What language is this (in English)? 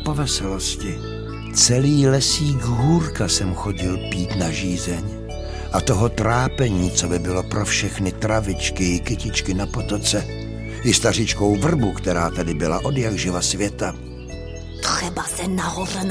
Czech